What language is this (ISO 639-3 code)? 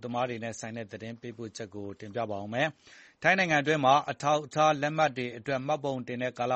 mya